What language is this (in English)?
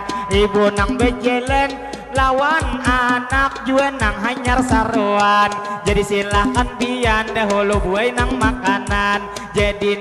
Banjar